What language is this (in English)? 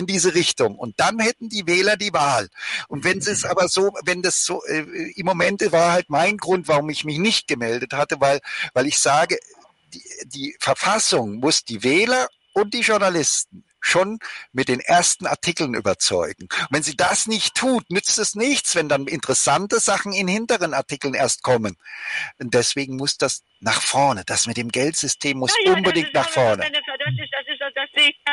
German